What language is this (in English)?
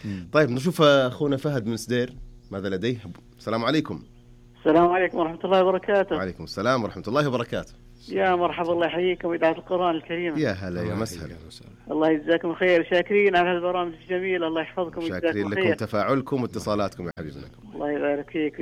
Najdi Arabic